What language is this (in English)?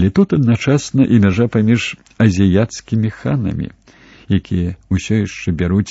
Belarusian